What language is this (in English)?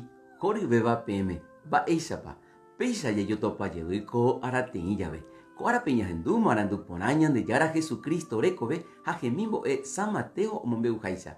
Guarani